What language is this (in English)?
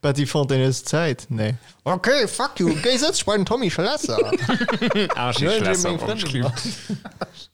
Luxembourgish